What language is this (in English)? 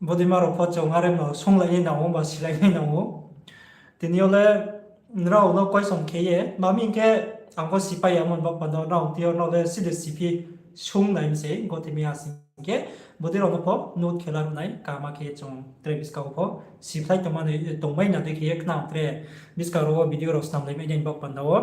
Riang (India)